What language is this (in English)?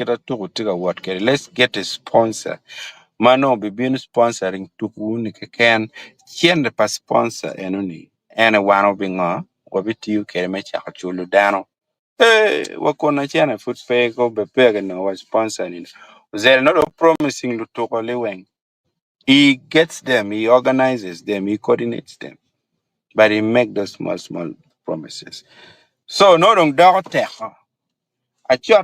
Acoli